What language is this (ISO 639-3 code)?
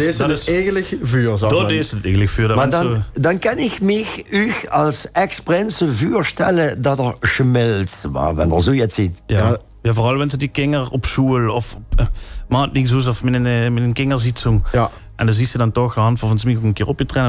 lim